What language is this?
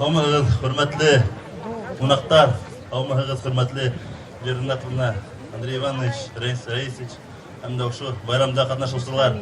Bashkir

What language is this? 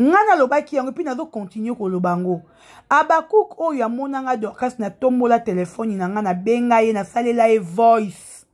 Lingala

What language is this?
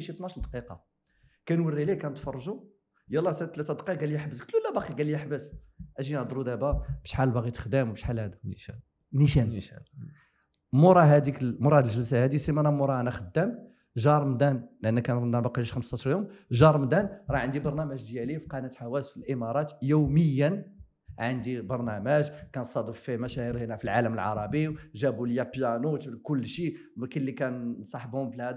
Moroccan Arabic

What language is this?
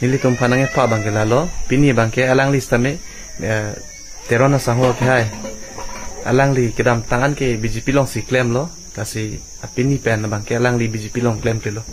Karbi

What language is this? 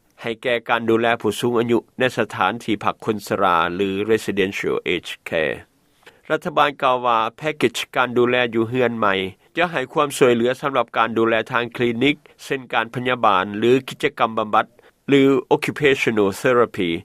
Lao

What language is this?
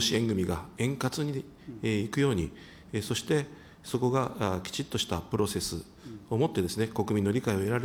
Japanese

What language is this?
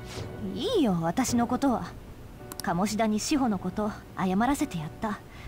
Japanese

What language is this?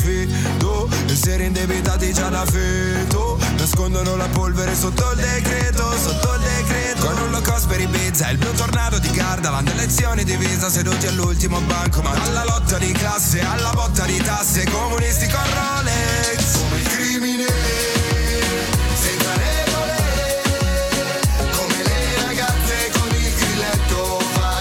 Italian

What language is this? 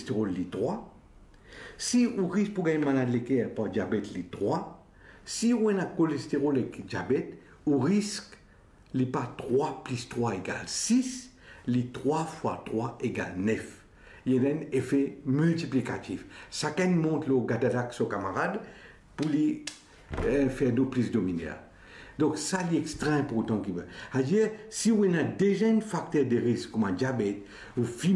Morisyen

